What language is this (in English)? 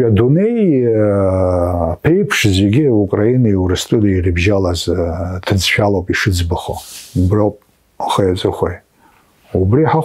Abkhazian